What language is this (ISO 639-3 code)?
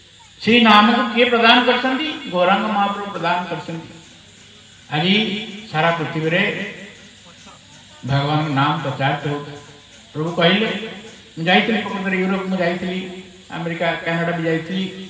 ori